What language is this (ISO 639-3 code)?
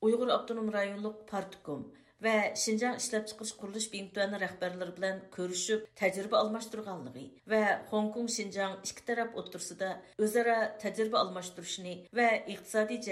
uig